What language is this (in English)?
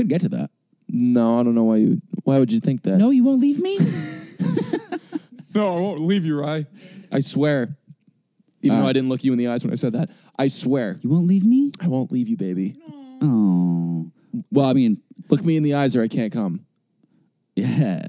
English